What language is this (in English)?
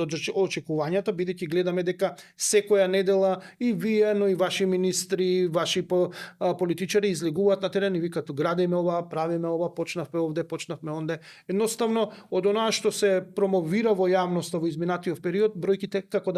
Macedonian